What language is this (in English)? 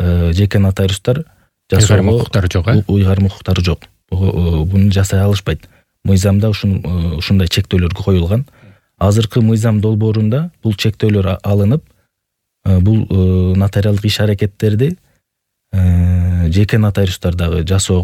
Kyrgyz